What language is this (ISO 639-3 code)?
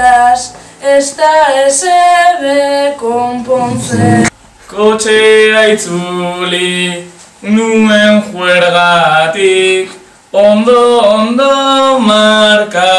eus